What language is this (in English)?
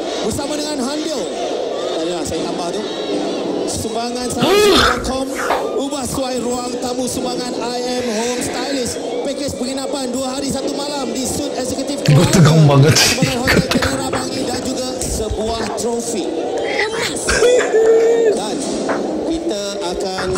Malay